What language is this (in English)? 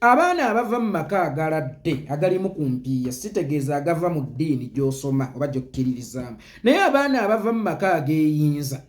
Ganda